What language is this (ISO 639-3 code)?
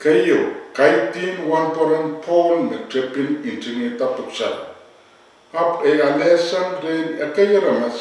pon